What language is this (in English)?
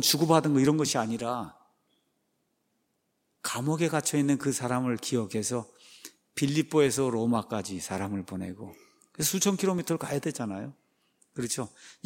Korean